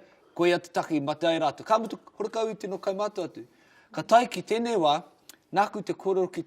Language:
Māori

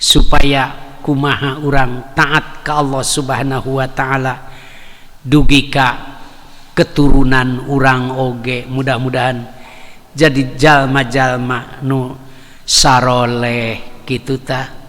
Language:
Sundanese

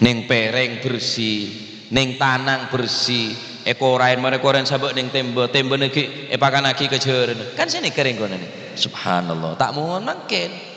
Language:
Madurese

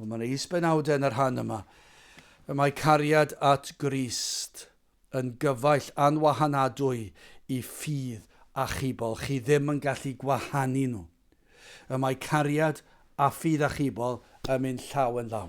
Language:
Welsh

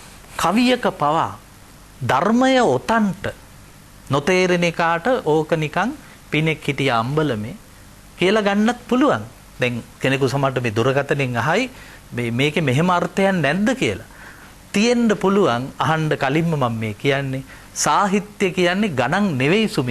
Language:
Sinhala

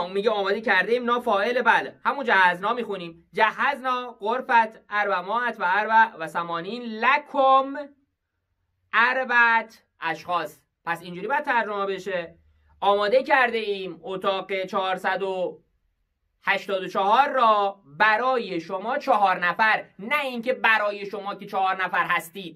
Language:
Persian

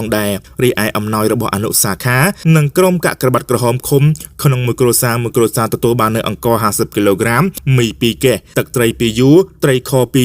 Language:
Khmer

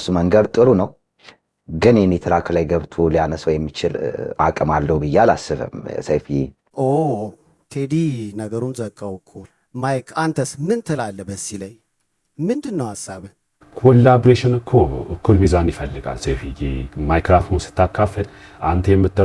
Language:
Amharic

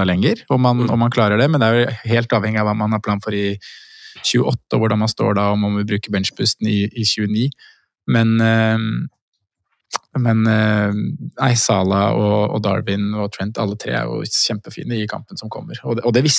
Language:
Norwegian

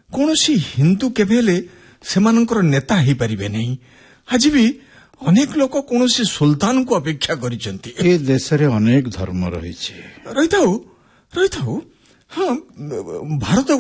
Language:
Odia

